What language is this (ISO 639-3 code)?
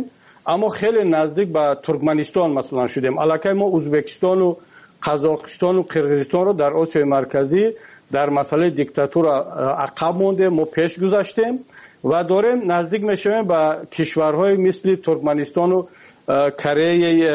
fas